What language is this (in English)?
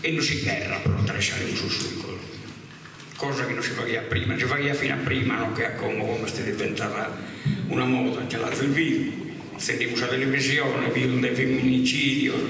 Sardinian